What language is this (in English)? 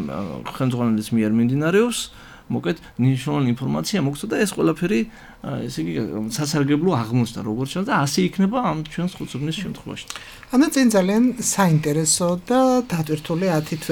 Georgian